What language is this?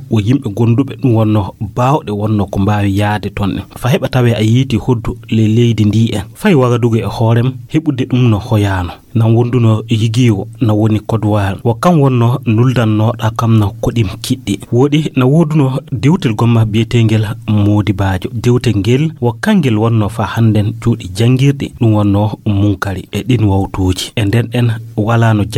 Fula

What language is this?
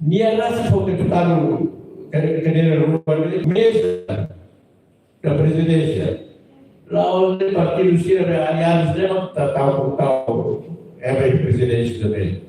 Tetum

